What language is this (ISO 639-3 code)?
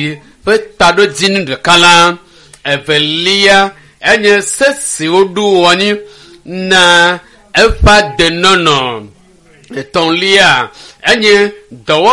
ewe